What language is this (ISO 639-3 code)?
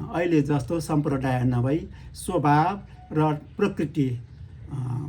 nep